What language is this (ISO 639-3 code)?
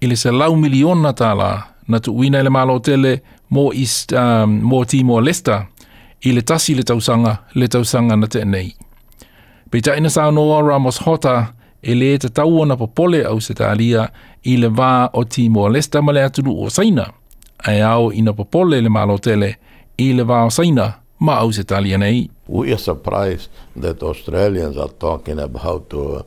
smo